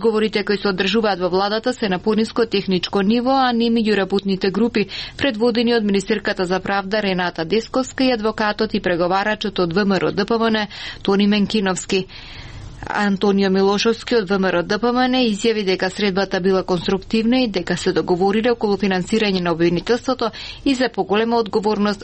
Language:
Macedonian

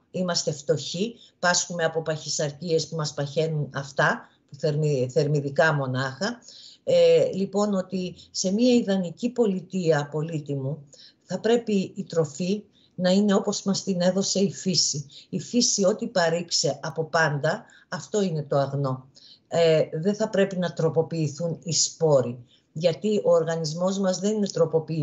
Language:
Greek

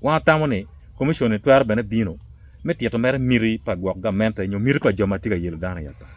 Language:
Acoli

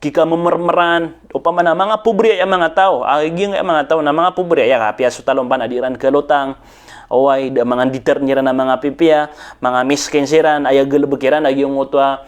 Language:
Maranao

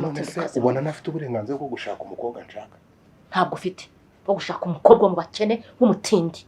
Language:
Kinyarwanda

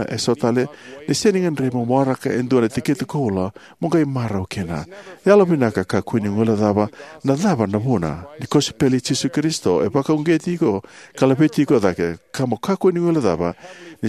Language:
Fijian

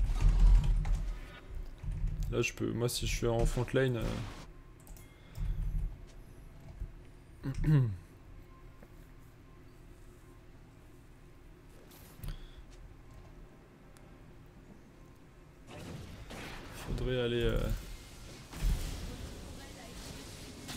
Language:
French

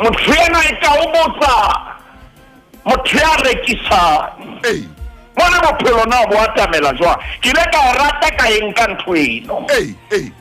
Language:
Southern Sotho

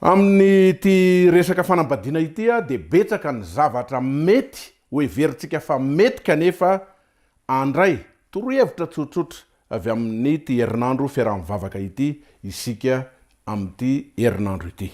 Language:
Malagasy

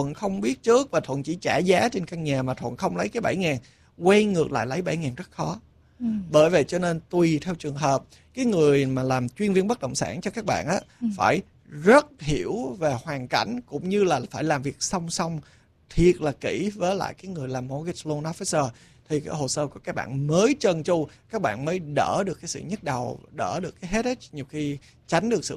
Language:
Vietnamese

